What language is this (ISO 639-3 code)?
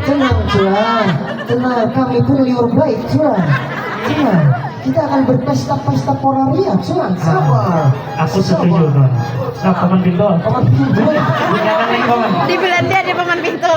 bjn